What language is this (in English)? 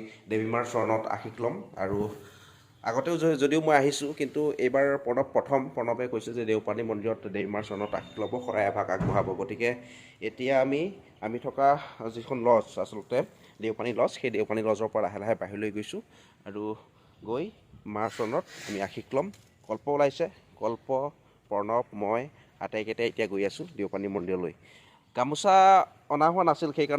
Assamese